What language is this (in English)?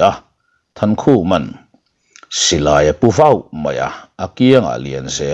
Mizo